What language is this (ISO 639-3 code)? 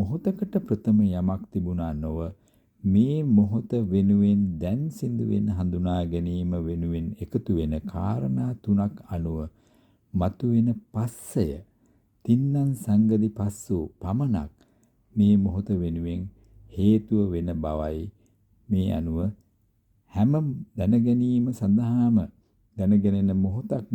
sin